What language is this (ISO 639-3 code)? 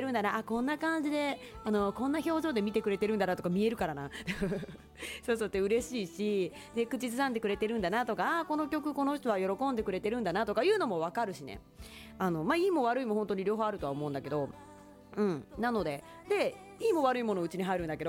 jpn